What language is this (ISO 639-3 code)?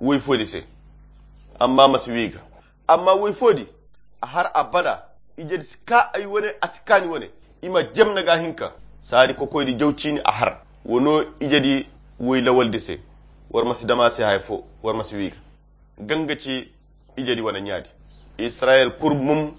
khq